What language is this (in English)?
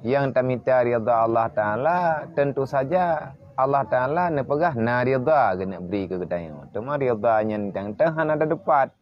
Achinese